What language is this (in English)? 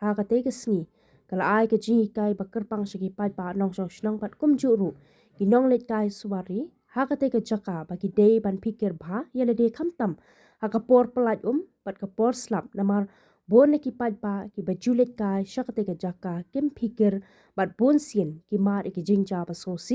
Khasi